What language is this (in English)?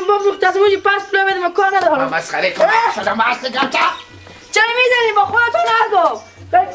Persian